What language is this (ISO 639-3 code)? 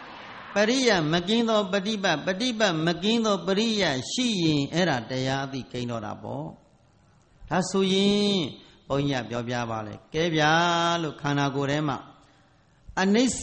mya